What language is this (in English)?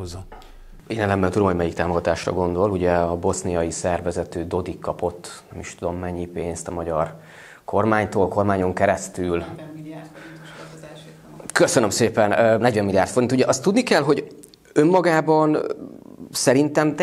Hungarian